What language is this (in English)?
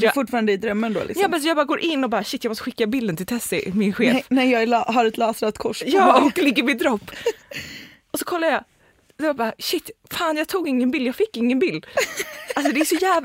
Swedish